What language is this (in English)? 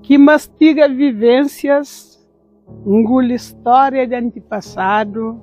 Kabuverdianu